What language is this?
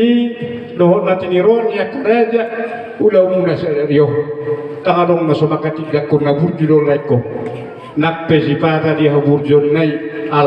Batak Toba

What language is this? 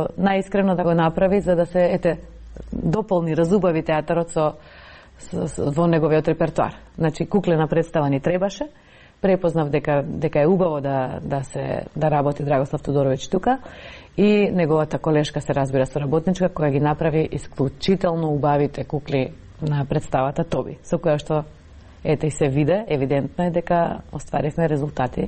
Macedonian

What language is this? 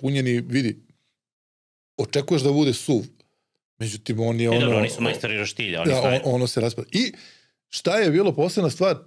Serbian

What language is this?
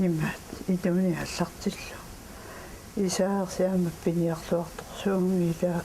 Kalaallisut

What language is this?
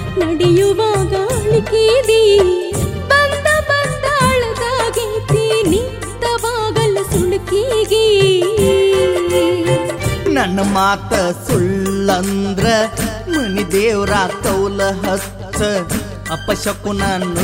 Kannada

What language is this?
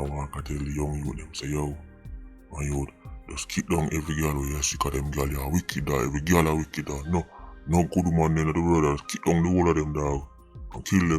Jamaican Creole English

